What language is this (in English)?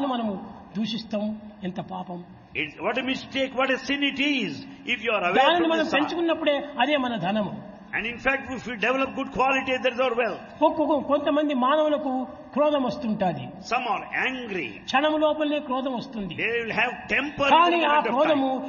Telugu